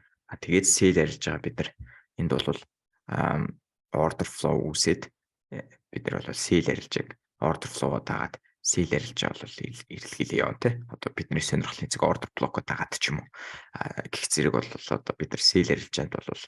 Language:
Mongolian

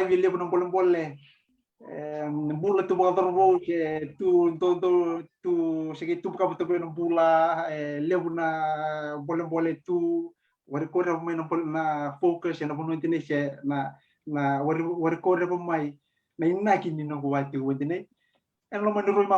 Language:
Fijian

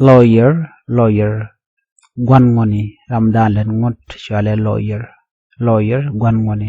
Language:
Nuer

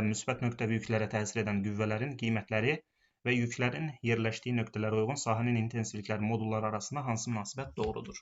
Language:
Azerbaijani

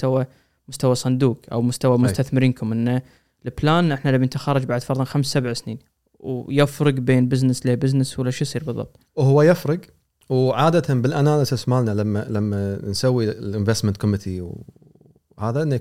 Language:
Gulf Arabic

